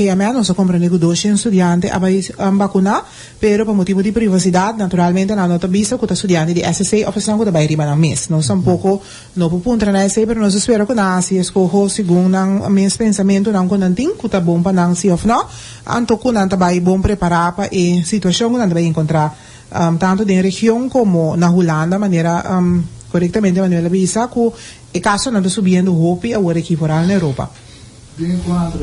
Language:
Papiamento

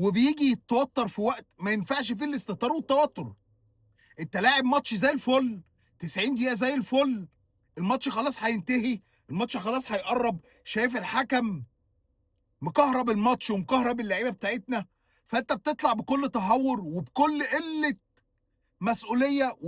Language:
Egyptian Arabic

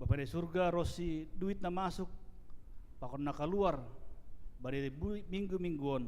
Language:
Batak Simalungun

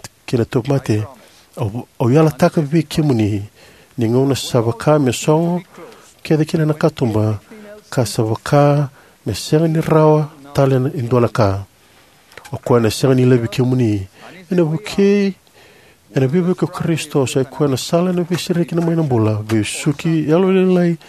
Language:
Fijian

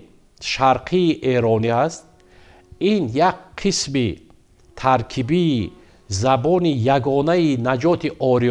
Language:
Tajik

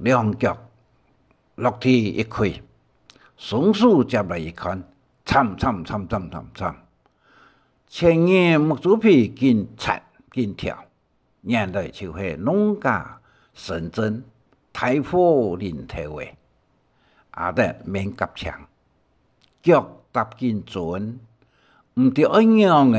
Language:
Hakka Chinese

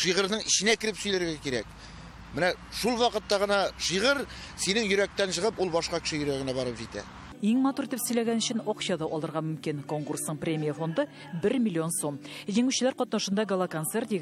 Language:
Tatar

